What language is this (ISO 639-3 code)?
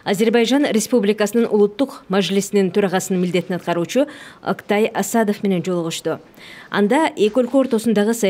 kir